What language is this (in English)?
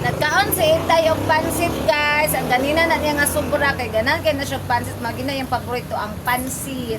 Cebuano